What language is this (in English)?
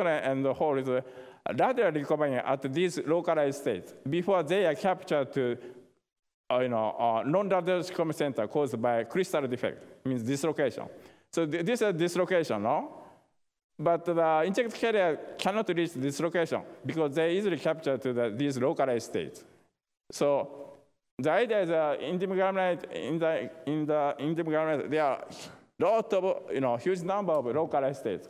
English